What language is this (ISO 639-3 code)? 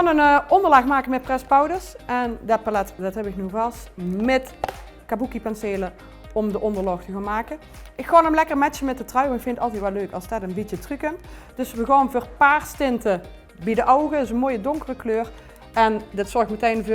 lim